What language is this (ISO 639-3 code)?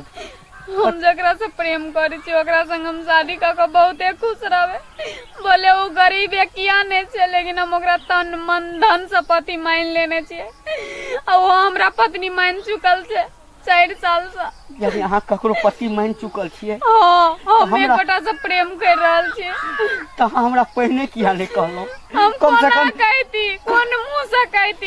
mai